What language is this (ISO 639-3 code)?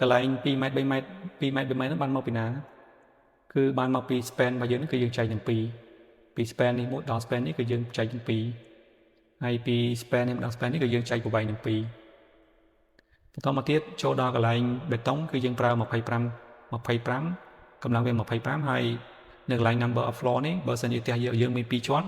khm